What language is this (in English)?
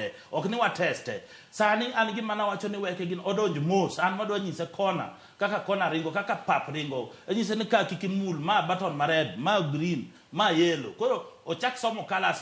Luo (Kenya and Tanzania)